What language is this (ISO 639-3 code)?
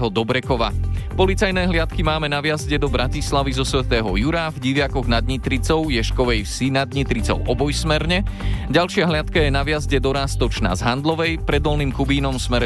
slk